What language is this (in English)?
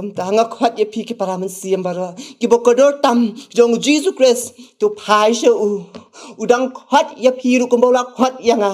Khasi